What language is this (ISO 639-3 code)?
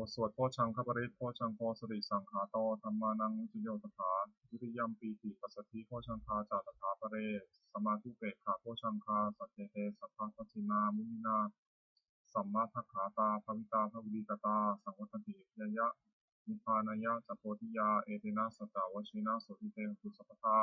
pli